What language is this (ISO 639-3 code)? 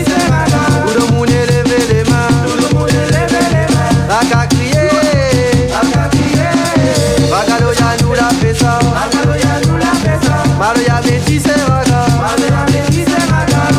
rcf